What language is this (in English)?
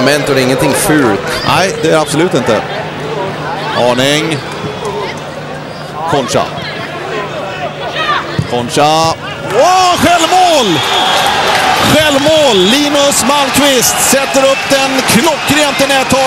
Swedish